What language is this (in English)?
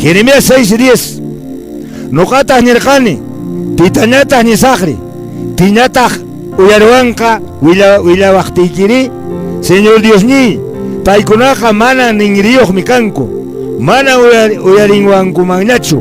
Quechua